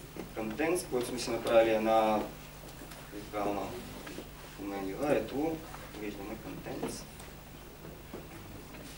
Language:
Bulgarian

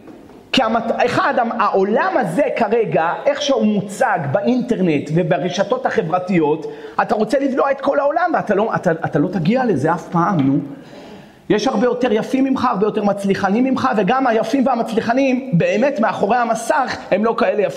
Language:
Hebrew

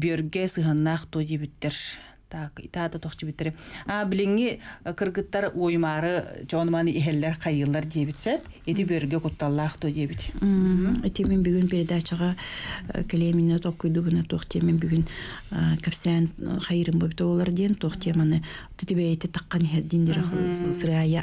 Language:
Yakut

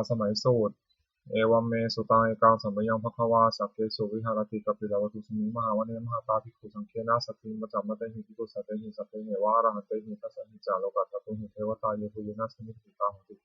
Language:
Pali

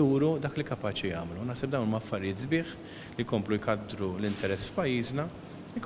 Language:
Maltese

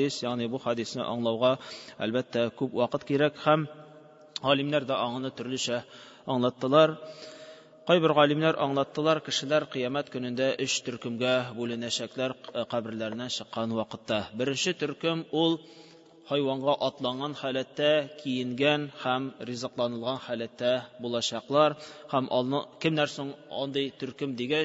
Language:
Tatar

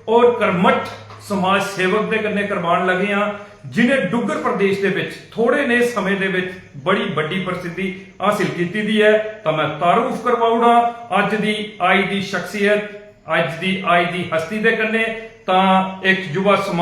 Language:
Dogri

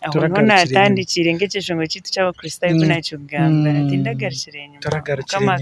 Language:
Nyankole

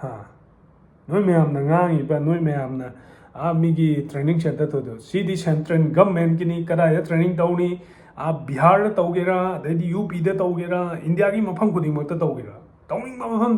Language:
Manipuri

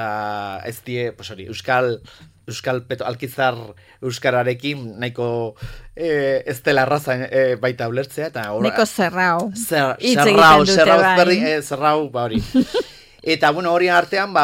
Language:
Basque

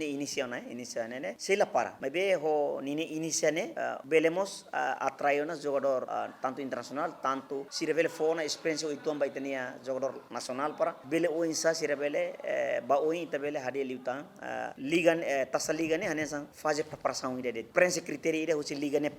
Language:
Tetum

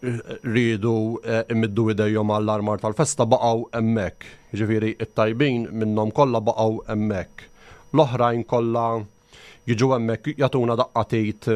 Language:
Maltese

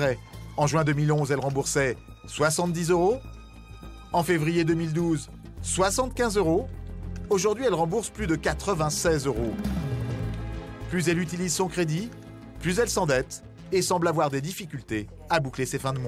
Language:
French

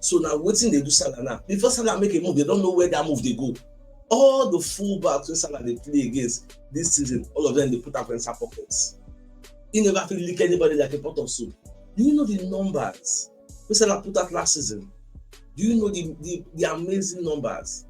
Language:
Nigerian Pidgin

